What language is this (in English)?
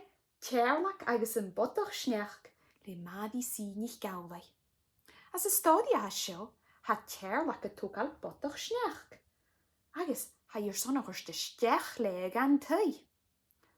Scottish Gaelic